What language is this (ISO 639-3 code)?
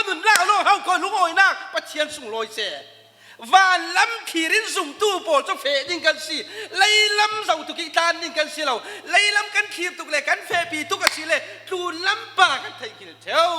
cfm